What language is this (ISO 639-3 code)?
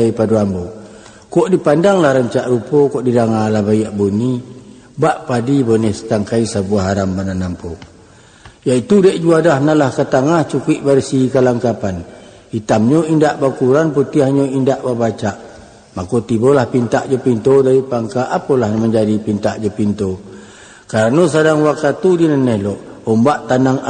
min